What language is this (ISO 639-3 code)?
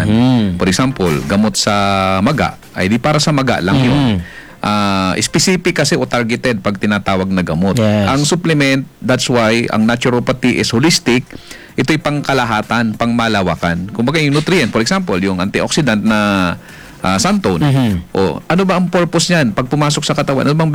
fil